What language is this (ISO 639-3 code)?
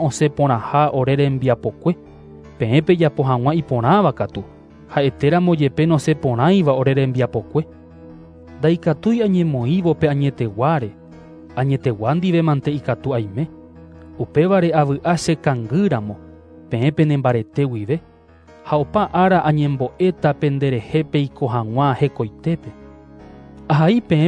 grn